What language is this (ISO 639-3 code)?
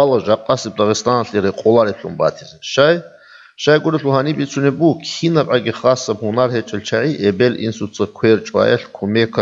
ava